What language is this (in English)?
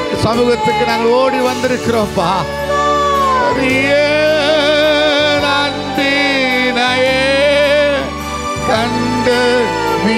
Tamil